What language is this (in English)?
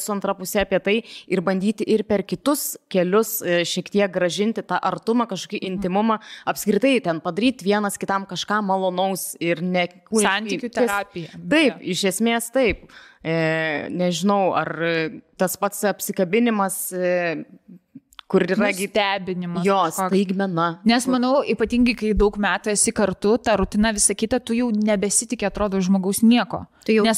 Lithuanian